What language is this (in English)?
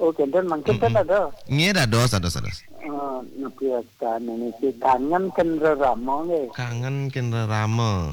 Balinese